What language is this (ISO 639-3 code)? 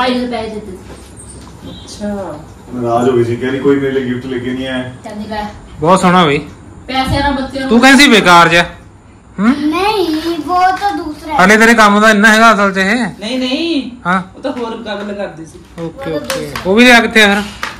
pan